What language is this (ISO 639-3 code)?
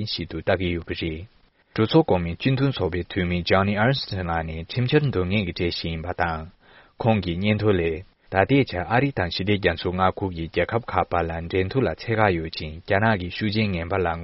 bod